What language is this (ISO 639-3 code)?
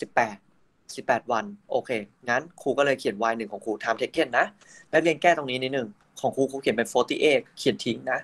tha